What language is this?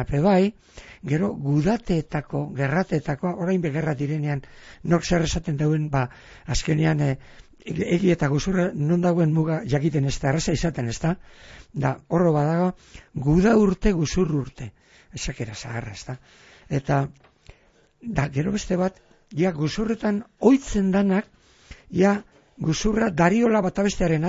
Basque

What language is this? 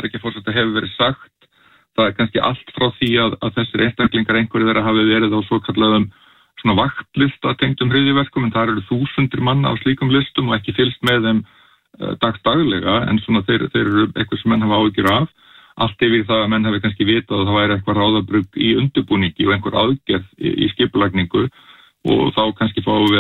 Icelandic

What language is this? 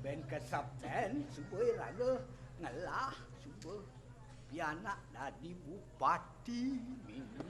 Balinese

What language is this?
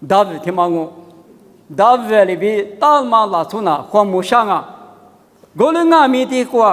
Lisu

